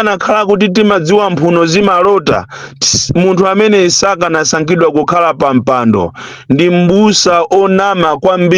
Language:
Nyanja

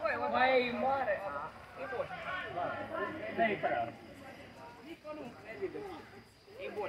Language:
Romanian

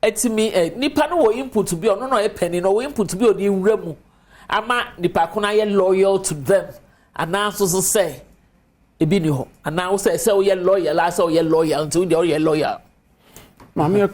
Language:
Akan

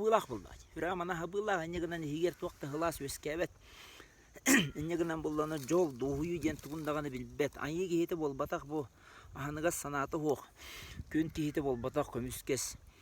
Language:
Yakut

